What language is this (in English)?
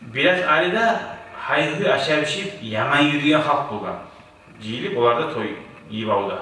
Kumyk